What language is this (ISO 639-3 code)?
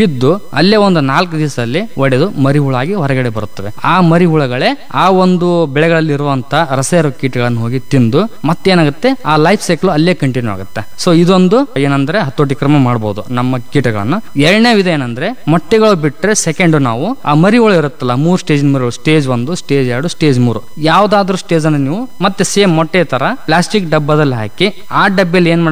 kan